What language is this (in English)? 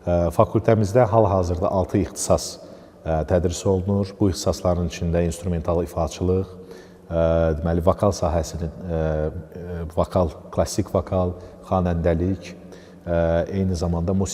Azerbaijani